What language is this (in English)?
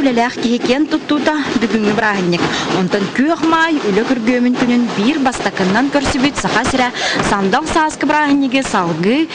Yakut